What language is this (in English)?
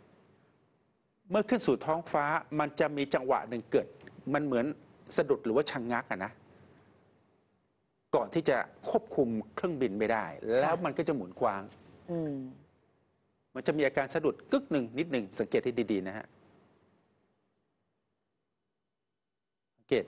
Thai